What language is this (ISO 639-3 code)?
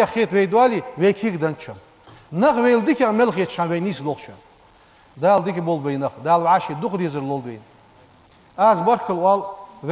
inh